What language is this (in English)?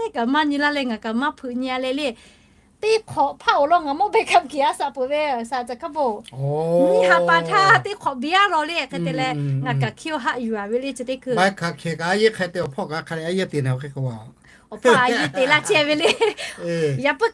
Lahu